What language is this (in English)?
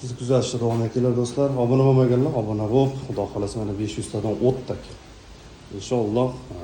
Uzbek